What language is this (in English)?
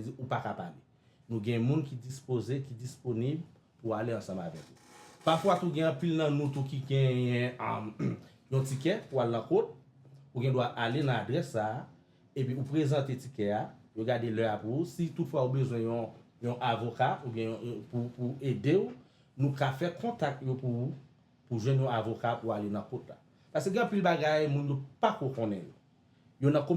Haitian Creole